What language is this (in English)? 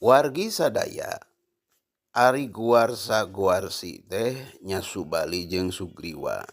Sundanese